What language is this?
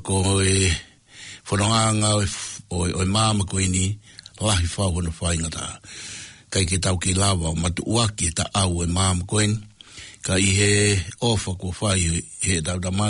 Tongan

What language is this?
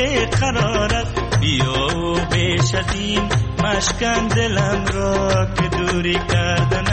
Persian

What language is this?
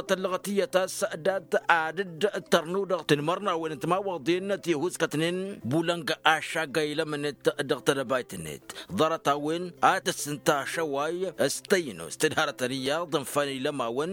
Tamasheq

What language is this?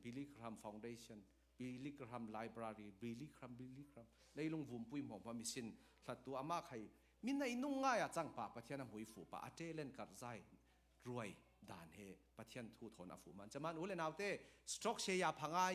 Falam Chin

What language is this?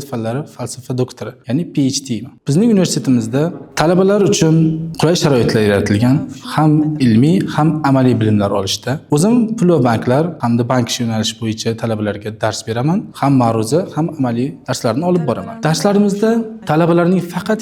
Uzbek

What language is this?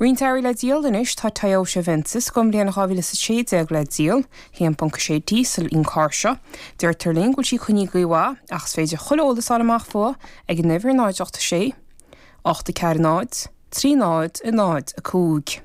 Irish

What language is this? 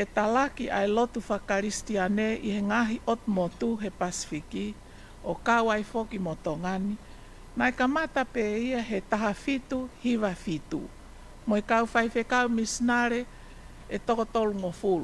Tongan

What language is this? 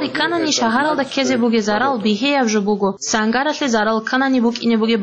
Avaric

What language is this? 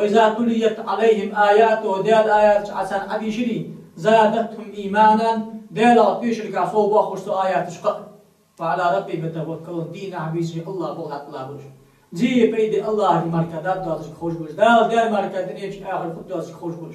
Ingush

